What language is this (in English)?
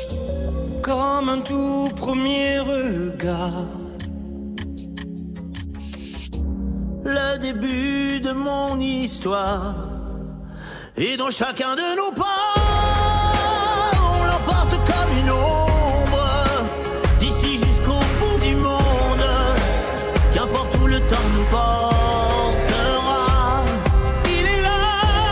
French